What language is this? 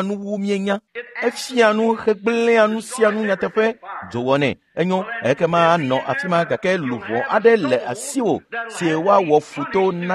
Ewe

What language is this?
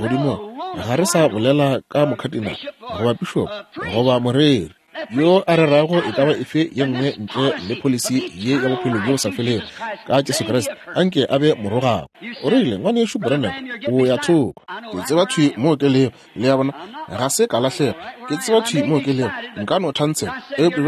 Northern Sotho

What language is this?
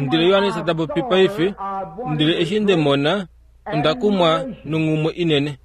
Kuanyama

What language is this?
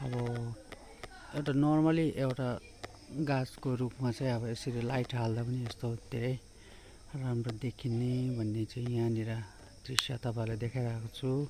Nepali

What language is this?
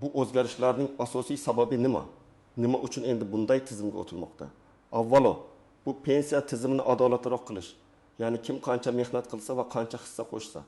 Uzbek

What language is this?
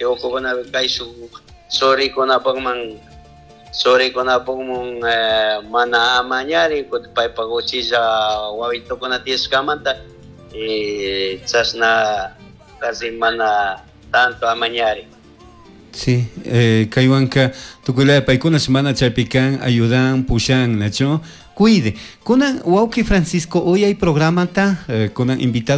Chimborazo Highland Quichua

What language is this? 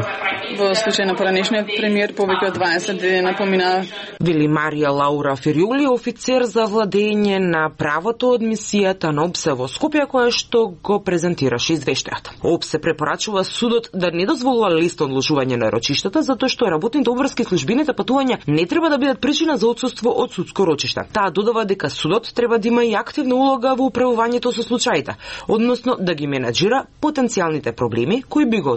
Macedonian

